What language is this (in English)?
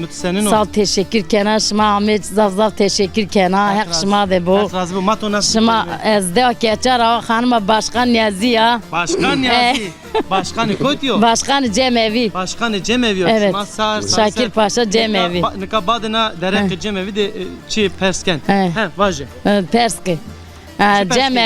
Zaza